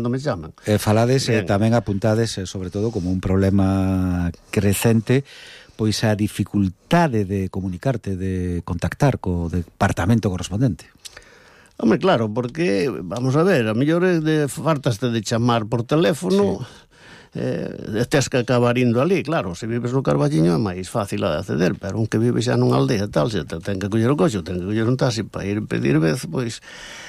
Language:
Galician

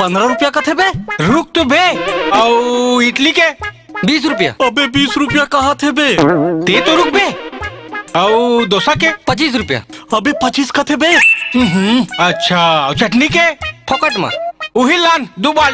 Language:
Chhattisgarhi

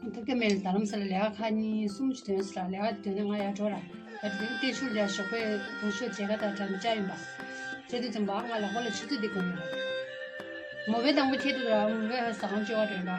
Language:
Tibetan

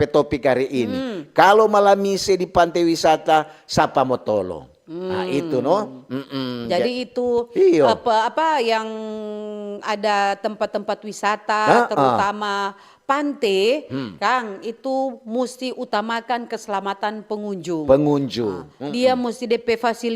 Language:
Manado Malay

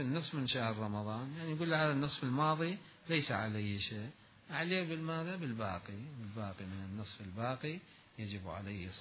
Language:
Mesopotamian Arabic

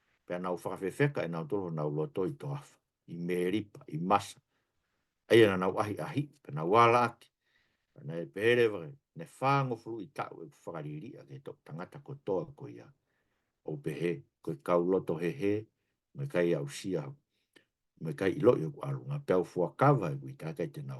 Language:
Tongan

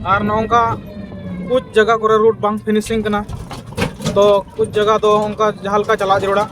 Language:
Santali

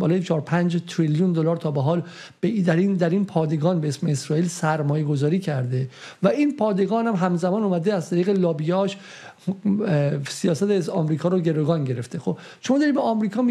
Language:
Persian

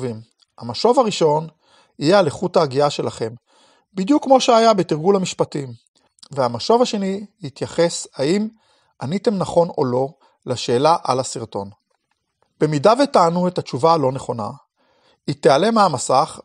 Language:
Hebrew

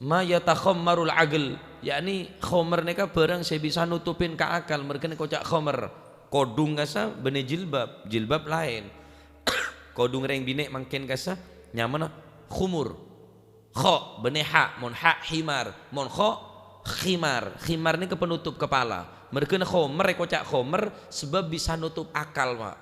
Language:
Madurese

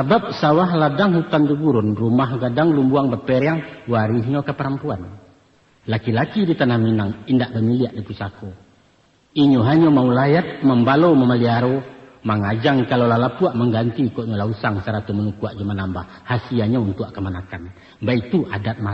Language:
Minangkabau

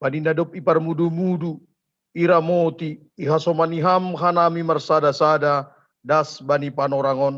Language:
Batak Simalungun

